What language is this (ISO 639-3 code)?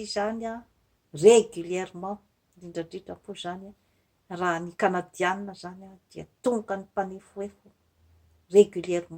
mlg